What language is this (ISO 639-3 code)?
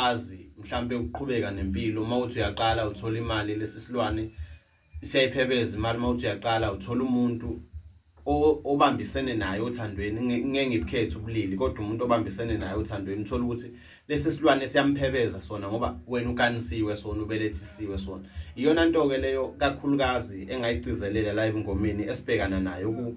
zul